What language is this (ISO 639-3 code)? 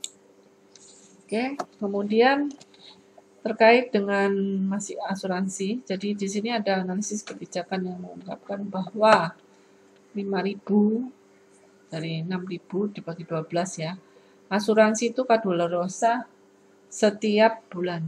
ind